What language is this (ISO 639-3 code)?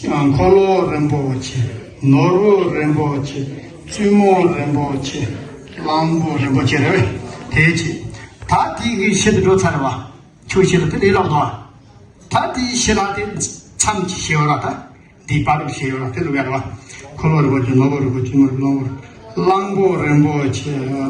bod